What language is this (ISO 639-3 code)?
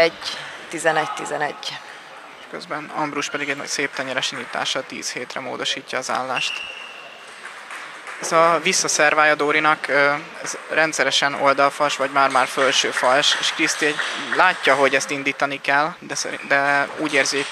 hun